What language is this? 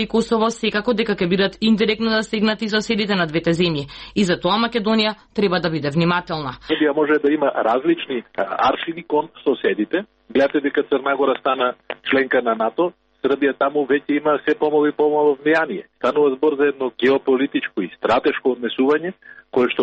Macedonian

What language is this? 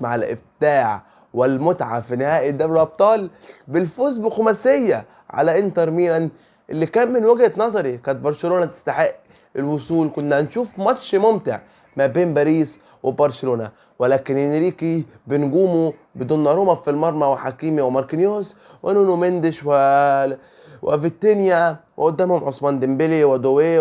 Egyptian Arabic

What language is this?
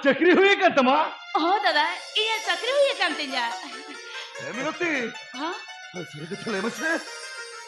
Santali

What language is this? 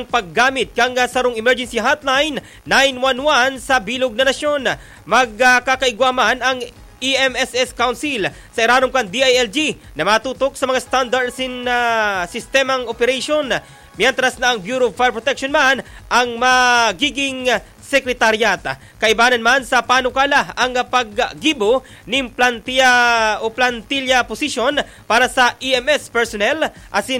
Bikol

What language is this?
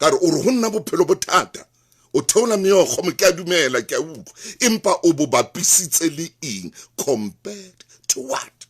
Southern Sotho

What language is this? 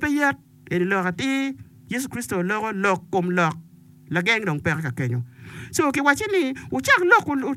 Acoli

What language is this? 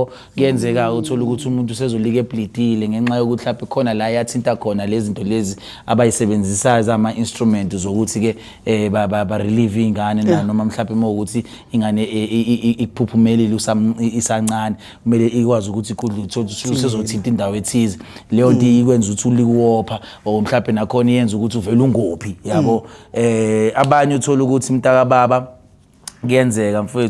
Zulu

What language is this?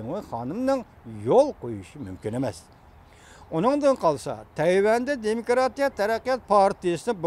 Uyghur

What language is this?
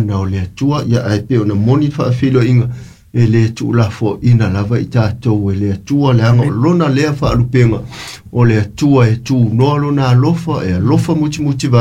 Samoan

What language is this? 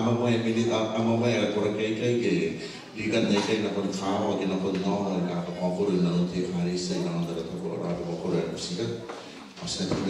Gilbertese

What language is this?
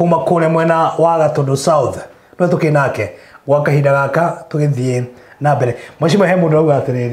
Kikuyu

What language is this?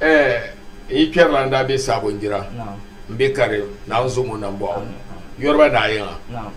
Dagbani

